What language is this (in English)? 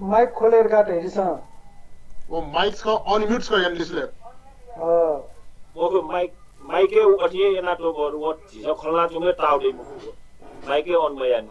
Newari